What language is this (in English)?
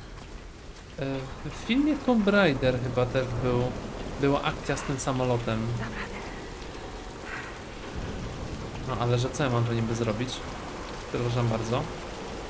Polish